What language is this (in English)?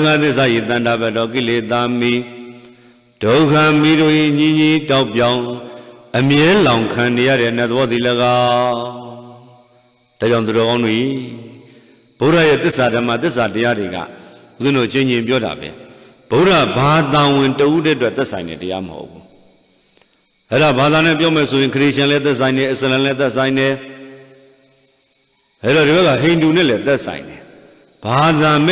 Burmese